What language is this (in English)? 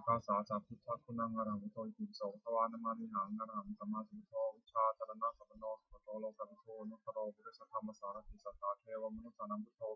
Pali